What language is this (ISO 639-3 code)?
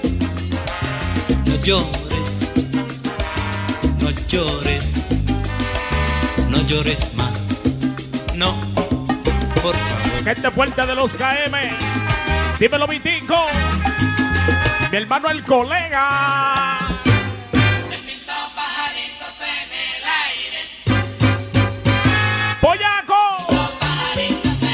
spa